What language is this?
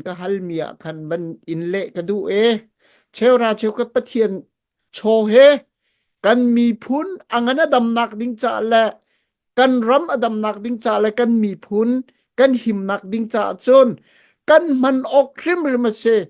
Hakha Chin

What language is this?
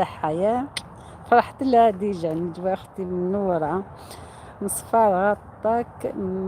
Algerian Arabic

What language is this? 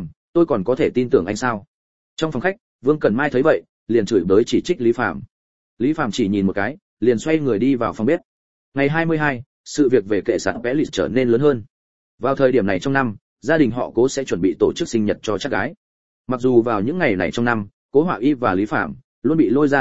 Vietnamese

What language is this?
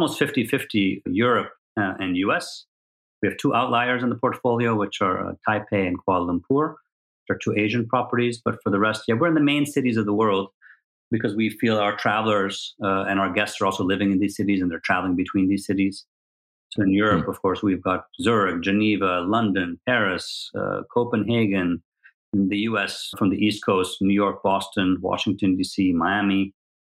English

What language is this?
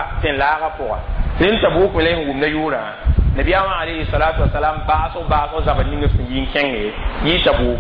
Mossi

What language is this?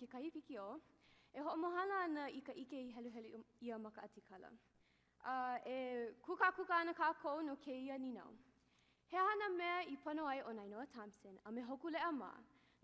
Hawaiian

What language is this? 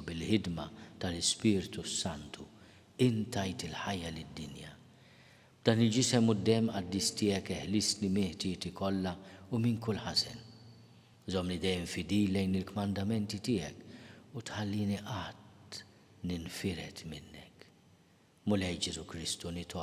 Maltese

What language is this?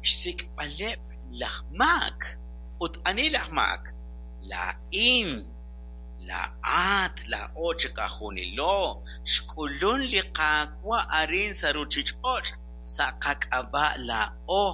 Kekchí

